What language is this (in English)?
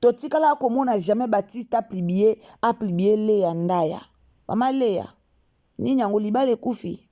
Lingala